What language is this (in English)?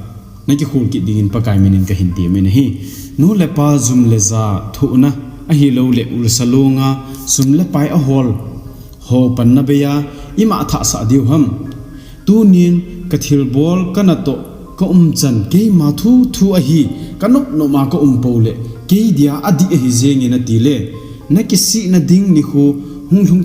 Thado Chin